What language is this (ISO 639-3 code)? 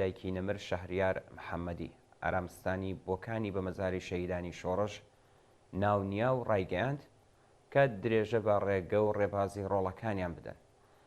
ckb